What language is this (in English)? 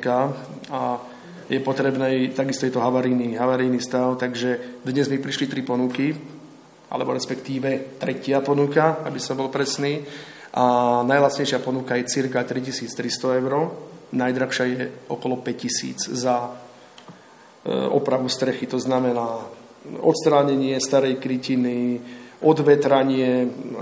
Slovak